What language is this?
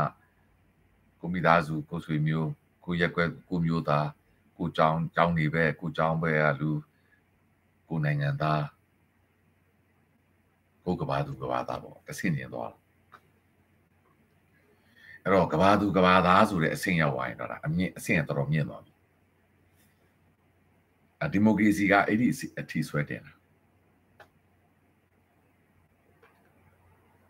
Burmese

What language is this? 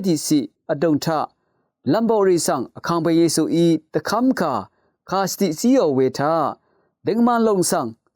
Rawang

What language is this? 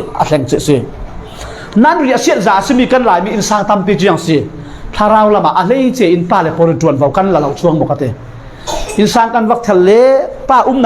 Falam Chin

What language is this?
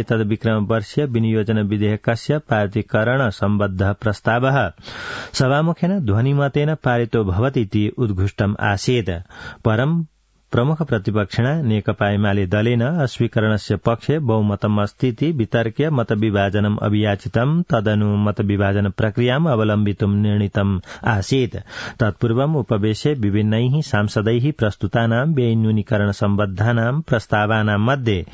Sanskrit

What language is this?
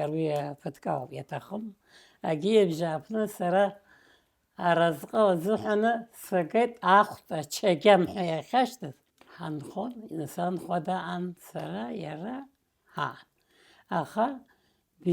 Abkhazian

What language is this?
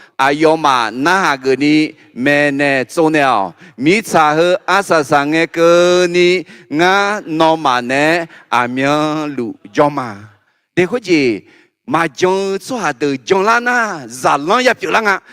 Akha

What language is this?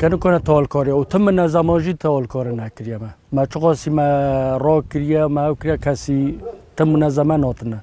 Kurdish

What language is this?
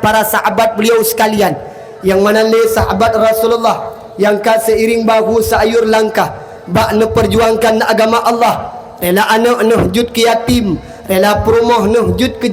Achinese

